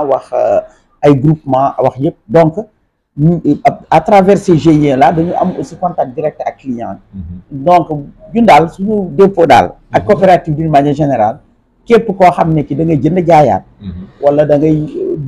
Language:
Wolof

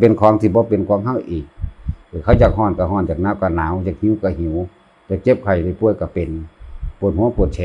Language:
Lao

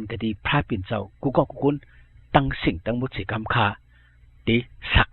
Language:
Shan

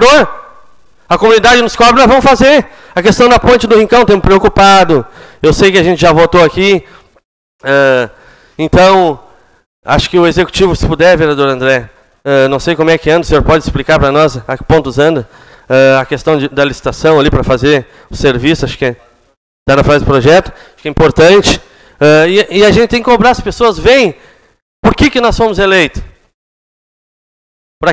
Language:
Portuguese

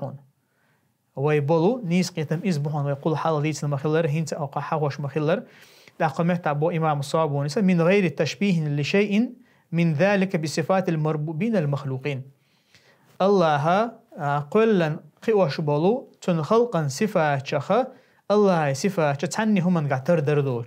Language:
Chechen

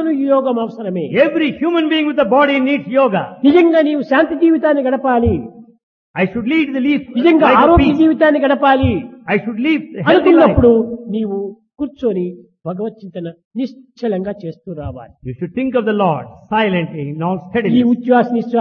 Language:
Telugu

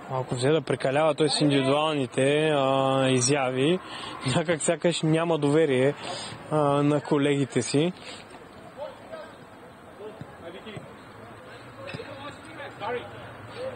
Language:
Bulgarian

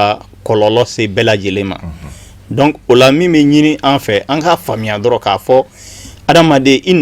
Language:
Bambara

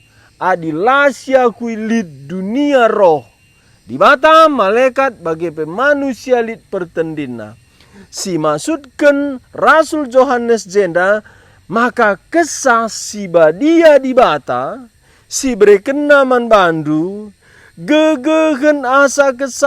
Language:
Batak Karo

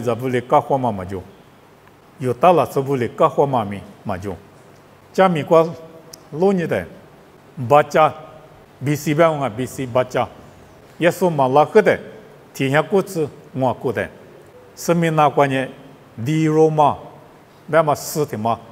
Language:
Lisu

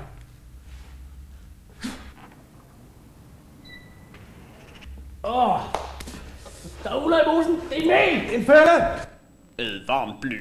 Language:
Danish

